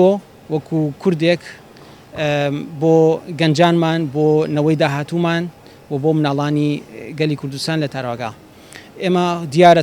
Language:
Central Kurdish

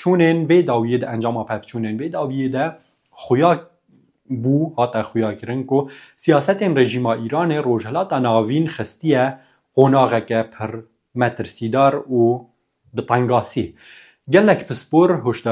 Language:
Kurdish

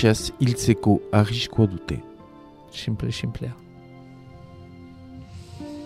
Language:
Basque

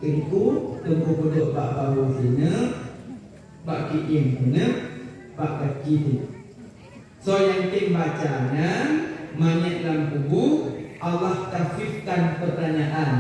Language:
Achinese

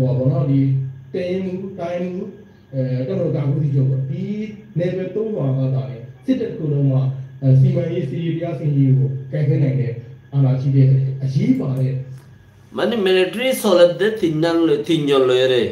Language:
Rohingya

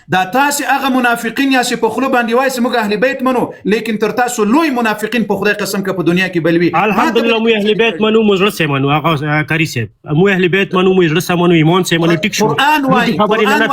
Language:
Pashto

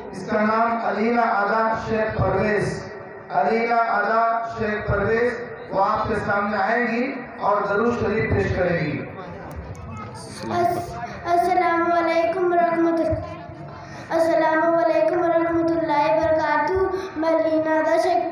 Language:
Urdu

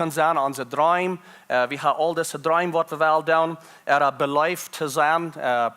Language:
Plautdietsch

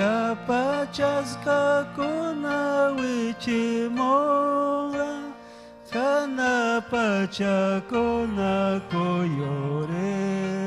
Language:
Ayacucho Quechua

